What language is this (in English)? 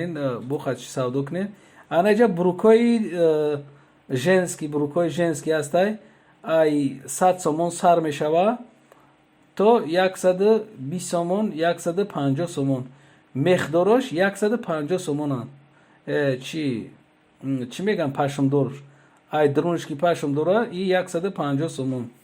Tajik